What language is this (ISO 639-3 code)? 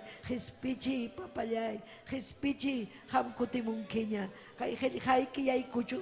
quy